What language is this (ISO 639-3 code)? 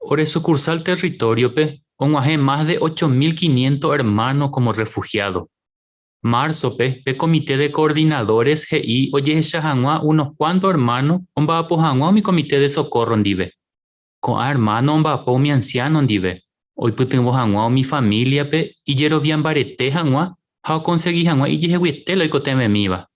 grn